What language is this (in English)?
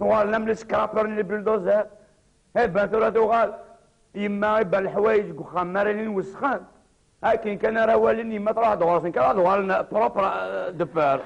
Kabyle